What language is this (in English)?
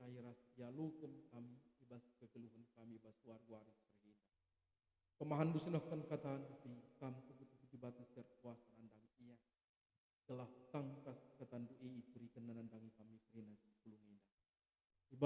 Batak Karo